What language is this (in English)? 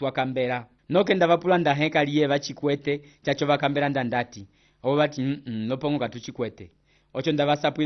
Umbundu